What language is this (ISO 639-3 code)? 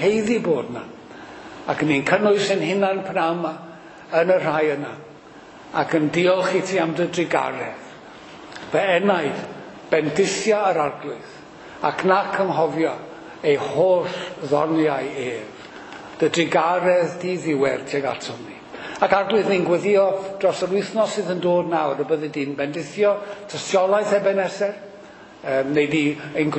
cym